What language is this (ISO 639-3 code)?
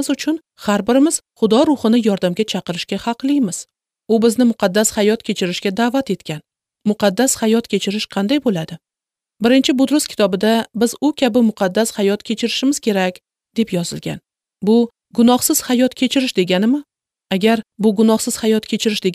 uzb